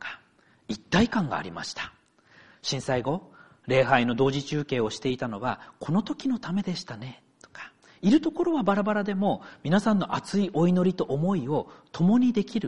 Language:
Japanese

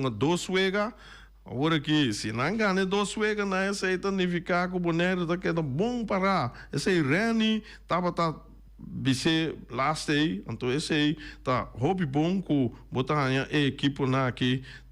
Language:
Papiamento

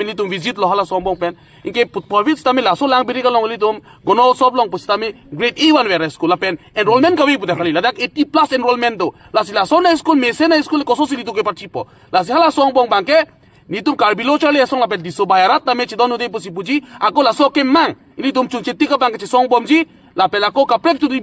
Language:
Karbi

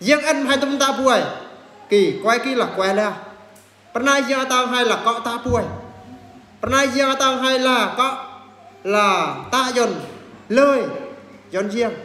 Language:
Eastern Bru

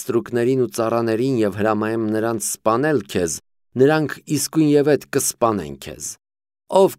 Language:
Armenian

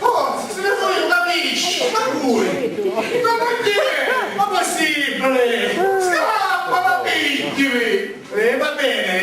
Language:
Sicilian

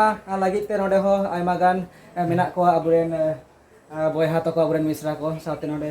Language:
Santali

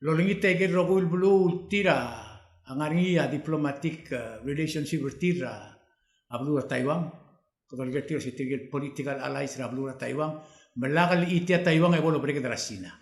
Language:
Palauan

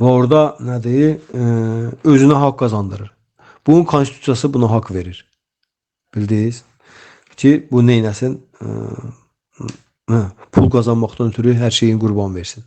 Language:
Azerbaijani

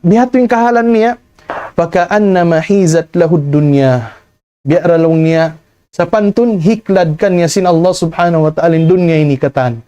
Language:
Tausug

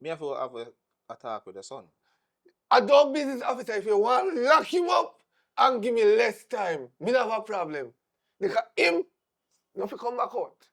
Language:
Jamaican Creole English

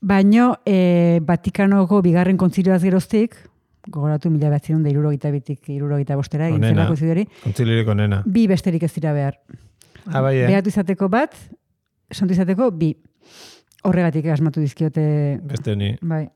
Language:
Basque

